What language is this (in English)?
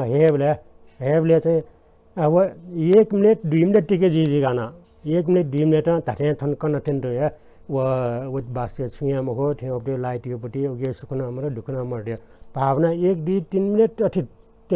Newari